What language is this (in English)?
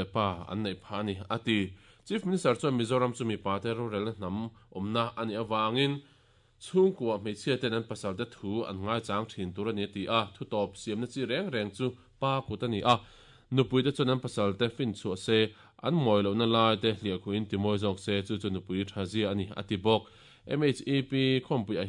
Mizo